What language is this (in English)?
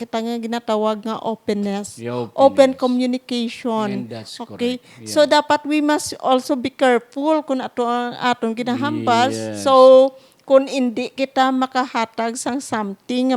Hiligaynon